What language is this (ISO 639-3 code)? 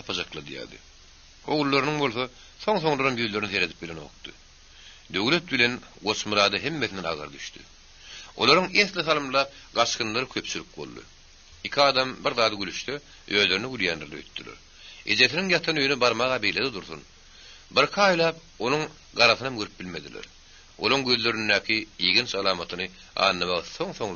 tuk